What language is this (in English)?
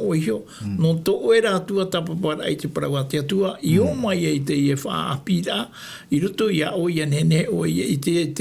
Tahitian